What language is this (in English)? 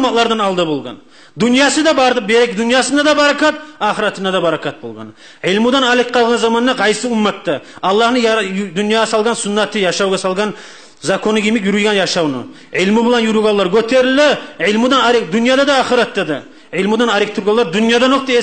Kumyk